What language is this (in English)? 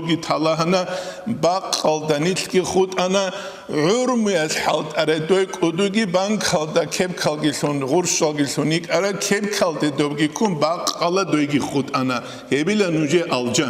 Avaric